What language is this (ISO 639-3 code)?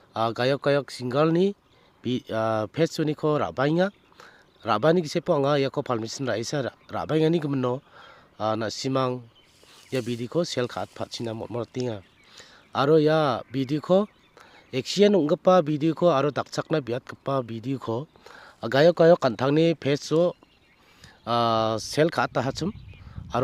grt